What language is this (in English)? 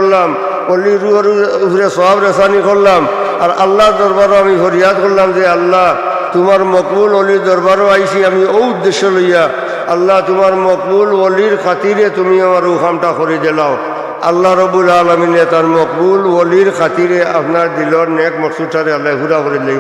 Sylheti